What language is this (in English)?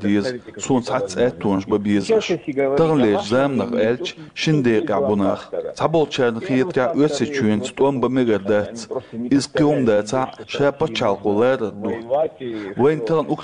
Chechen